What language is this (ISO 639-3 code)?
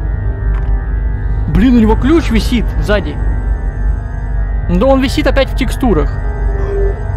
rus